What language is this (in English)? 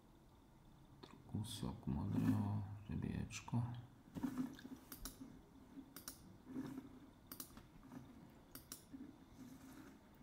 Slovak